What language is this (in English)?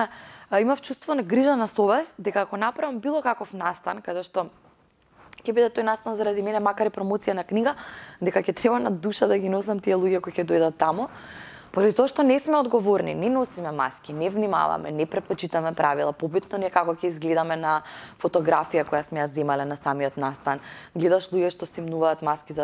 Macedonian